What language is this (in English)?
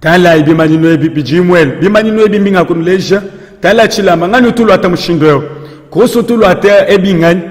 Luba-Lulua